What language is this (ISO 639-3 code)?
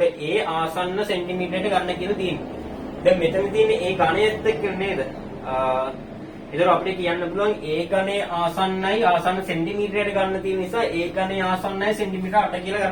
sin